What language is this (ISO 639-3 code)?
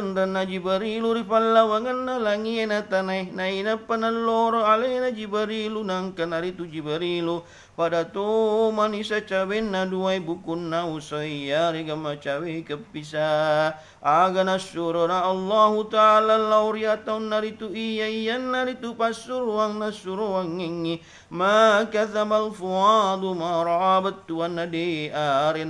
bug